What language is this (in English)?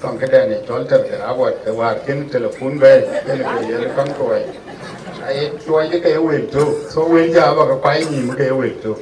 Dinka